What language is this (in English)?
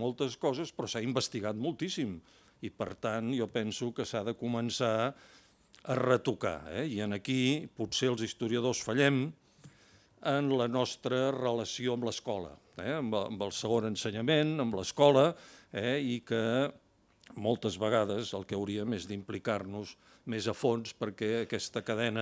Catalan